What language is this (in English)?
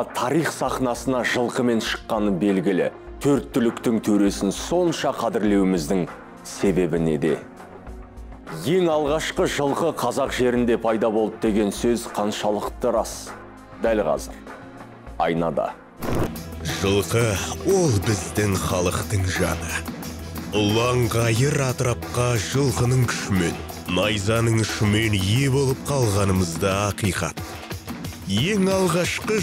Kazakh